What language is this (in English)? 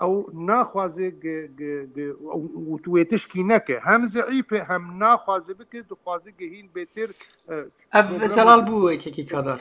Kurdish